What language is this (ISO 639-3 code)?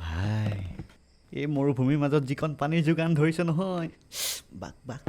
asm